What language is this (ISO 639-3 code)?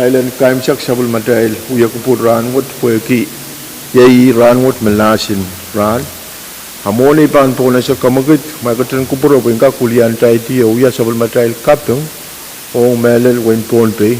pon